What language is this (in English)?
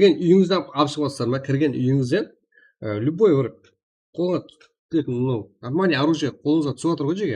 Kara-Kalpak